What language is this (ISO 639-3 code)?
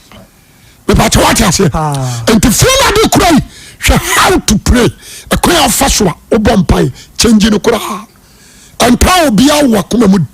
aka